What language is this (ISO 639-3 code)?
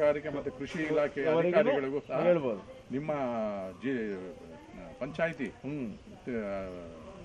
kan